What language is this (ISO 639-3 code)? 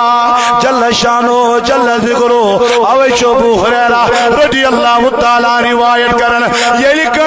kas